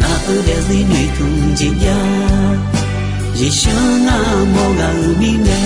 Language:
Akha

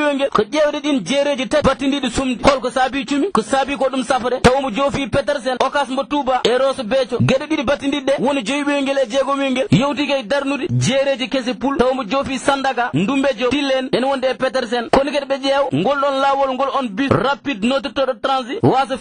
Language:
Fula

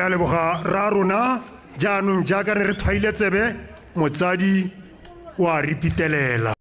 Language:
Tswana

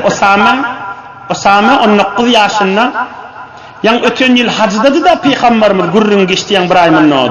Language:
Turkmen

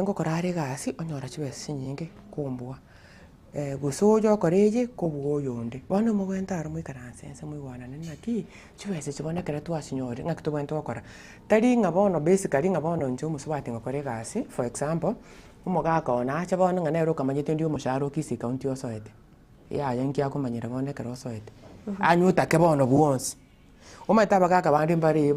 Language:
Gusii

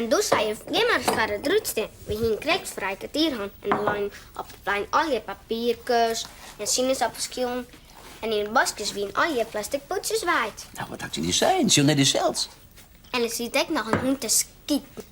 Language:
Western Frisian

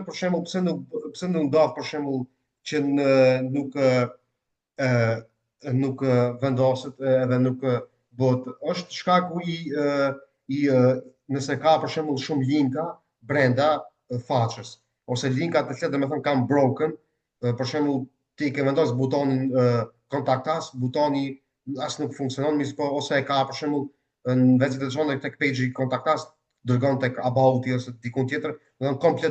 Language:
Albanian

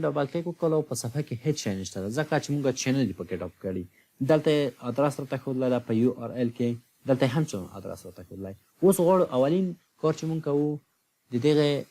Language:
Pashto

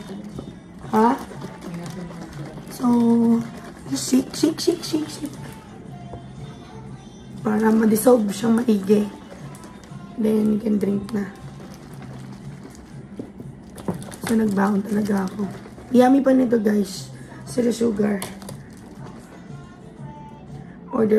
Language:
Filipino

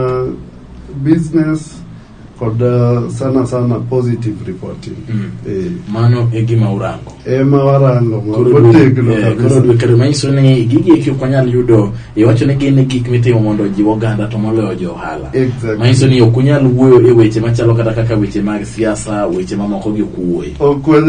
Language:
Luo (Kenya and Tanzania)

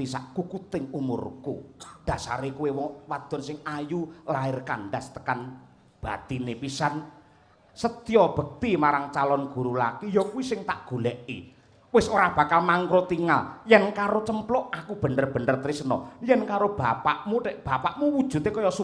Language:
Javanese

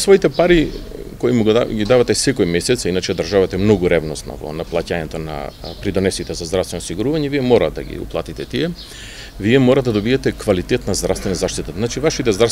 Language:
Macedonian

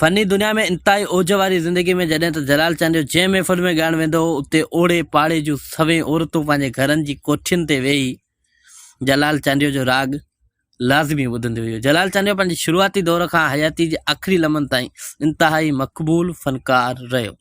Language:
Sindhi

